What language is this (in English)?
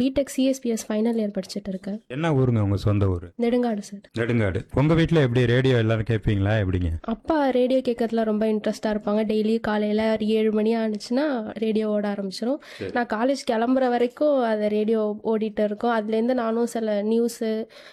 Tamil